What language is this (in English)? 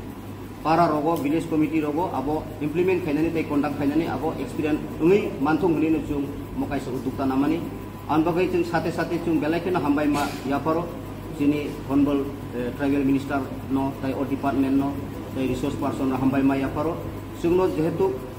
Kok Borok